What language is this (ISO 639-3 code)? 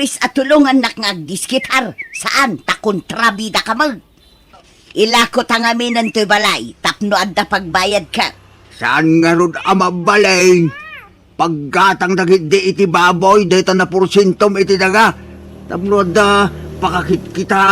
ilo